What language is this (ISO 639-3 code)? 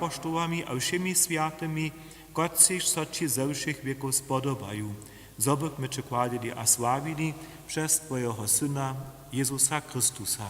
hsb